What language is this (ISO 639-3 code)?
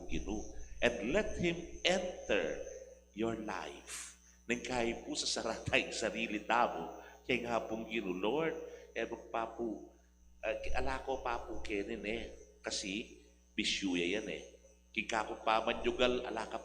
pam